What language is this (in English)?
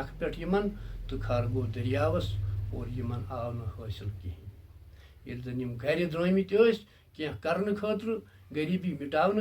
Kashmiri